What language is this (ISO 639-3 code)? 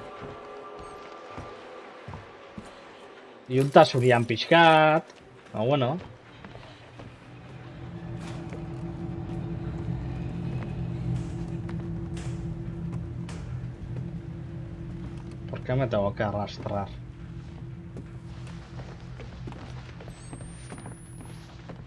eus